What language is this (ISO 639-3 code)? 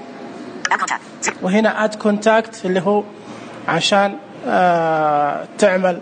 ars